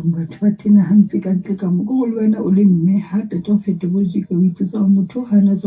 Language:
Southern Sotho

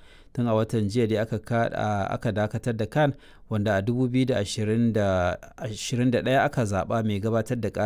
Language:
Hausa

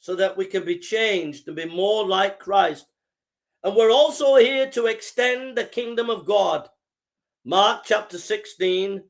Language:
English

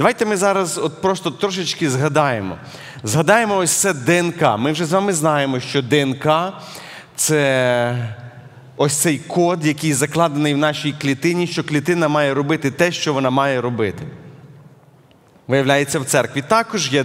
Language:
Ukrainian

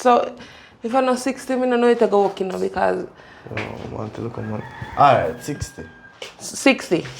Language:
Jamaican Creole English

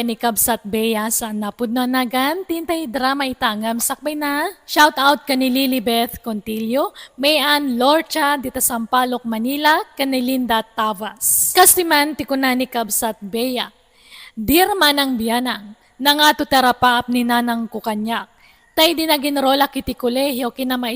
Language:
Iloko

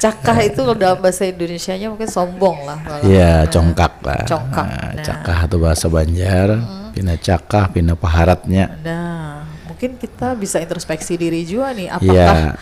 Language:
Banjar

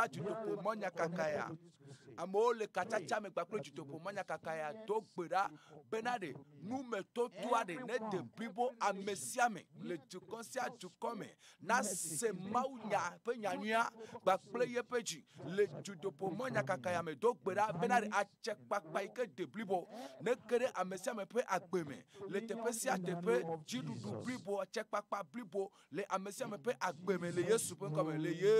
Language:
Ewe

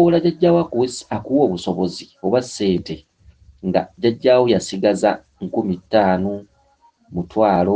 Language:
Ganda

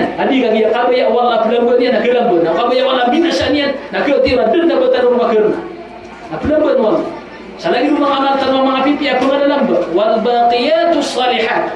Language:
Maranao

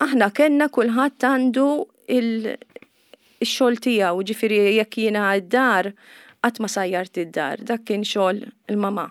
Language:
Maltese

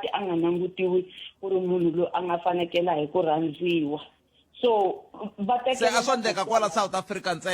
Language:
Tsonga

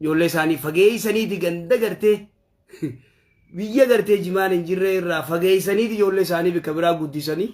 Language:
Oromo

